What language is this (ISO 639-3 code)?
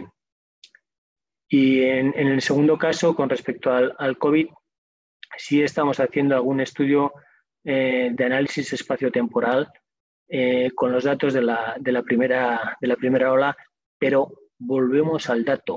spa